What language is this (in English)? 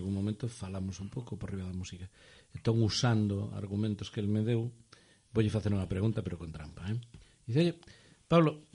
Galician